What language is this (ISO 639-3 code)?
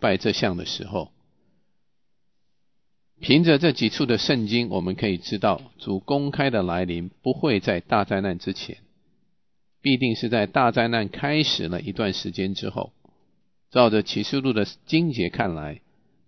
zho